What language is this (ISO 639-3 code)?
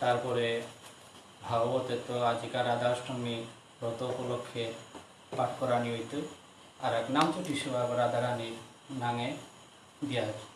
bpy